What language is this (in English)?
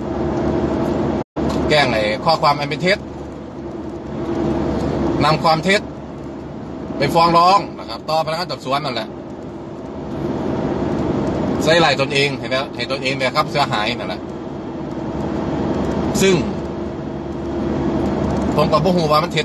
Thai